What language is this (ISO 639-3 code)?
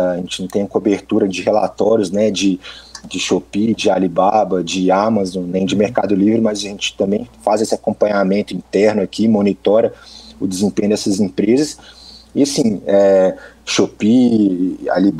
por